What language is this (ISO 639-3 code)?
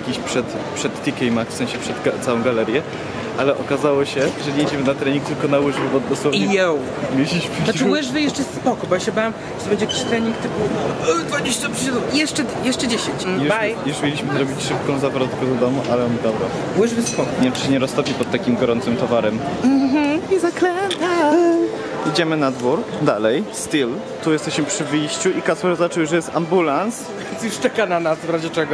pol